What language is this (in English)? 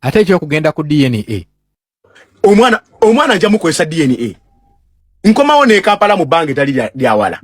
Ganda